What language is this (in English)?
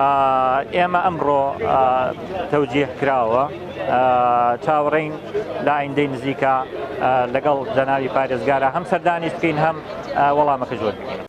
Central Kurdish